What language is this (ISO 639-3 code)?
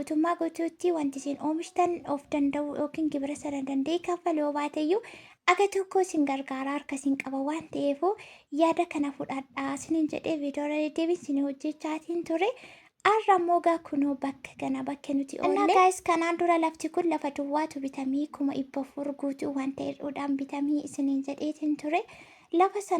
orm